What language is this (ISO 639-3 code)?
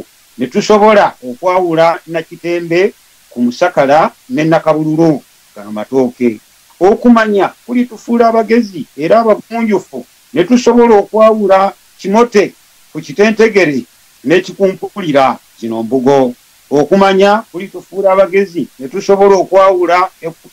lug